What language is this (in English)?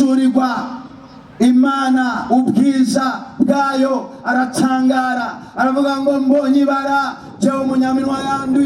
Rundi